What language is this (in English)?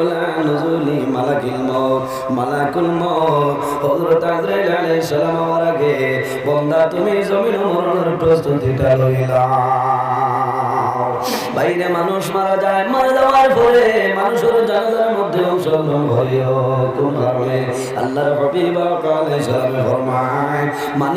Sylheti